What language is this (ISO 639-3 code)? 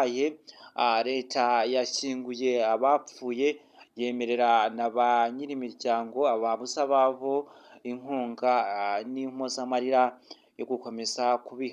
kin